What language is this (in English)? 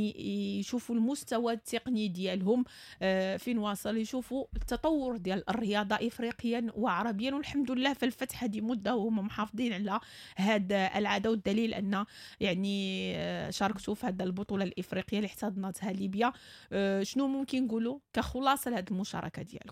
Moroccan Arabic